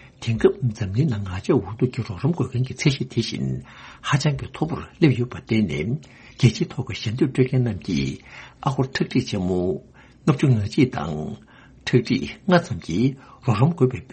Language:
Tibetan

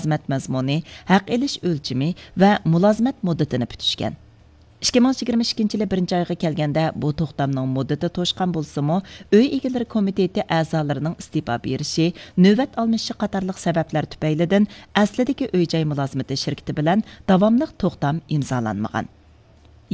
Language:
Uyghur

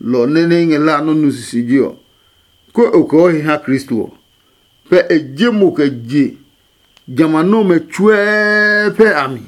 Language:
Adangme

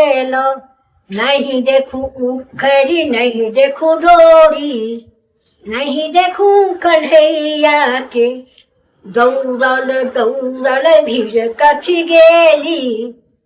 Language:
Maithili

